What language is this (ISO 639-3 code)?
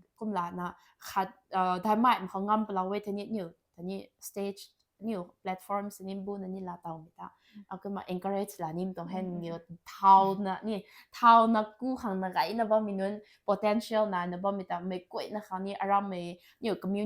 nbu